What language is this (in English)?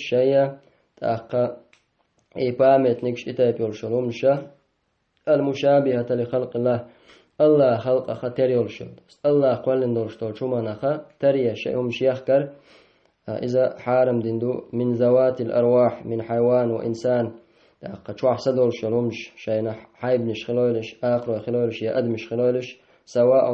Chechen